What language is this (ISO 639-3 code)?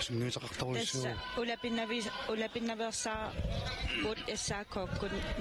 kal